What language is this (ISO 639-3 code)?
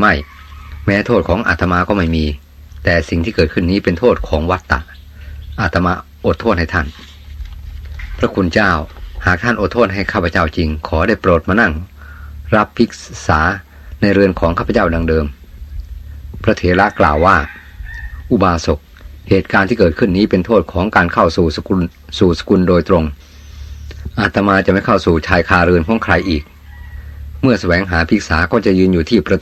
tha